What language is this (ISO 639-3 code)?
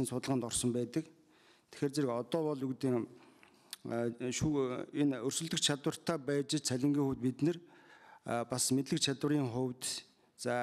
mon